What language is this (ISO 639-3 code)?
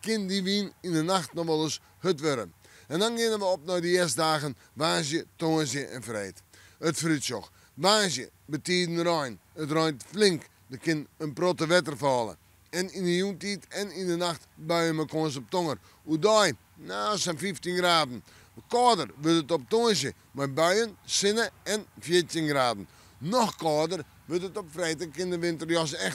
fry